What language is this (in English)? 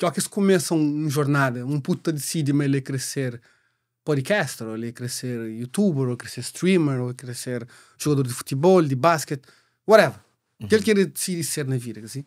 Kabuverdianu